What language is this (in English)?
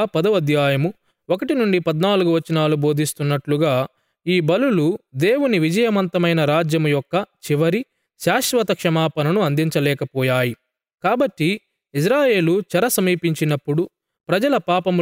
Telugu